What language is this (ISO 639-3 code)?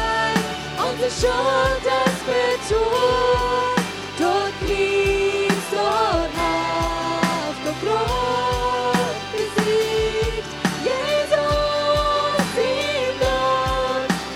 pdt